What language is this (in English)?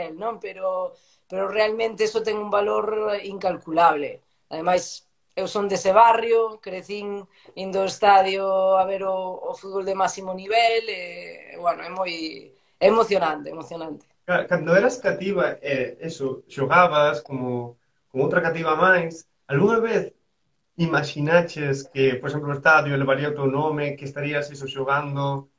Galician